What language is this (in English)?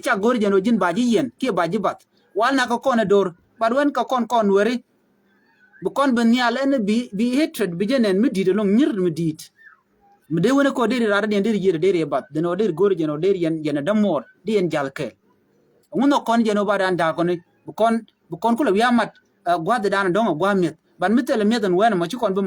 Nuer